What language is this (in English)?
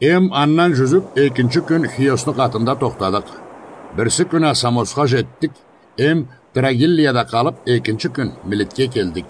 Karachay-Balkar